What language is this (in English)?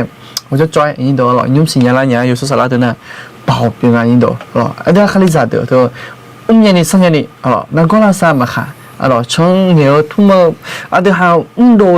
Akha